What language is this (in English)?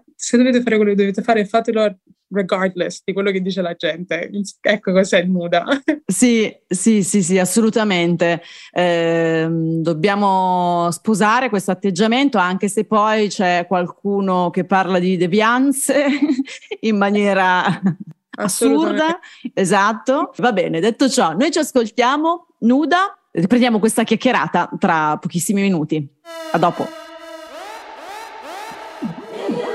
Italian